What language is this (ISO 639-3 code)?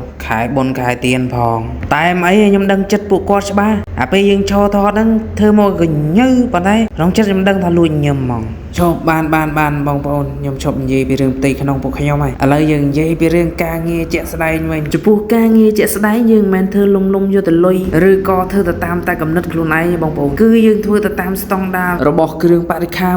khm